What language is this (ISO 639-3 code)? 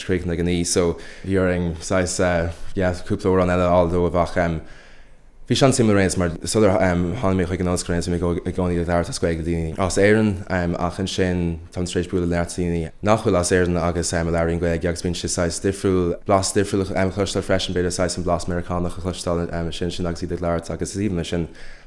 gle